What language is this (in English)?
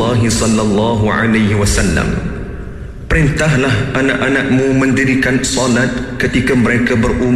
Malay